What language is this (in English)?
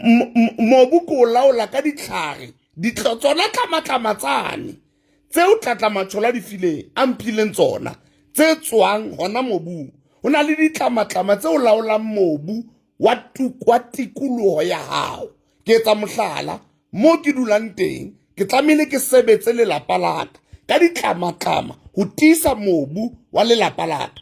Southern Sotho